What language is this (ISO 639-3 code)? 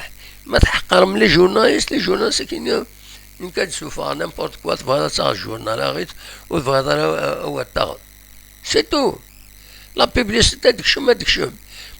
kab